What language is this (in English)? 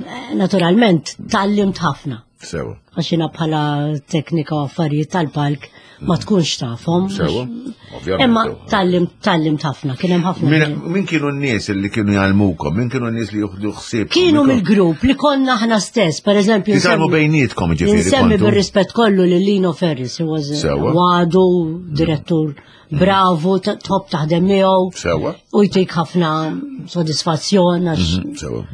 Maltese